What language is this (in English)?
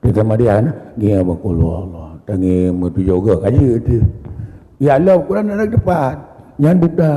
Achinese